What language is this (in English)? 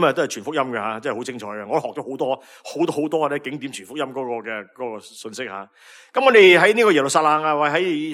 Cantonese